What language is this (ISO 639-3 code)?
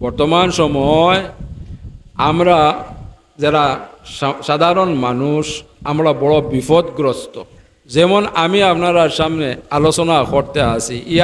syl